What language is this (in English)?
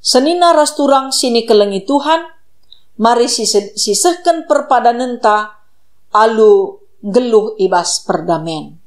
Batak Karo